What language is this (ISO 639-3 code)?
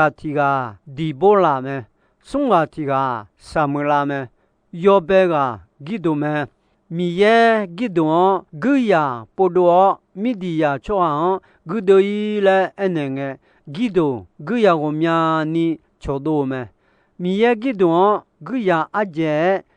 ahk